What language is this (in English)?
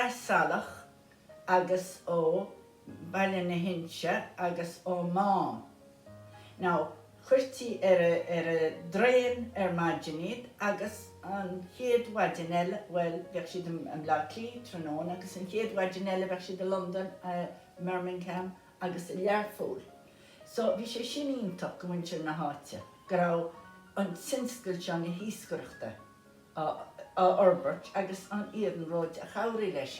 Irish